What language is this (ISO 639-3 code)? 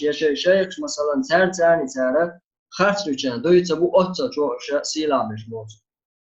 che